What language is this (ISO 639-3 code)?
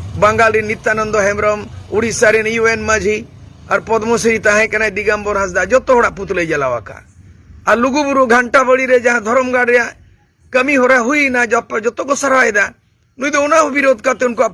sat